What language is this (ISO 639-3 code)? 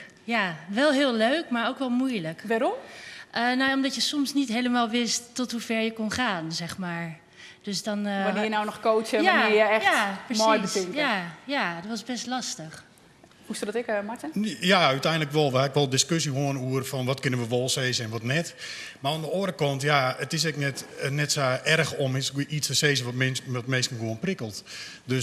fry